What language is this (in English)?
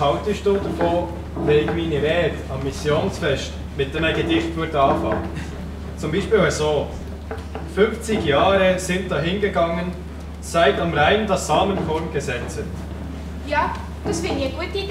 Swiss German